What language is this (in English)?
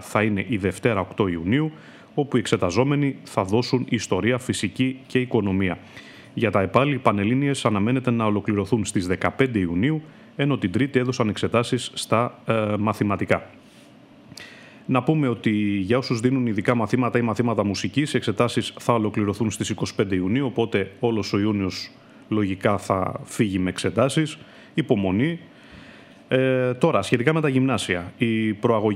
Greek